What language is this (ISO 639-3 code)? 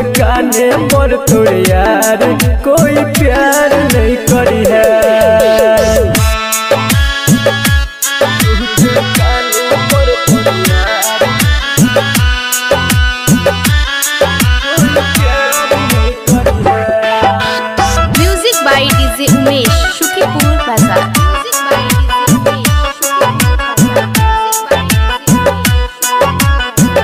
bho